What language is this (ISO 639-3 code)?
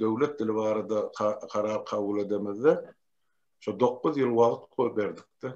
tuk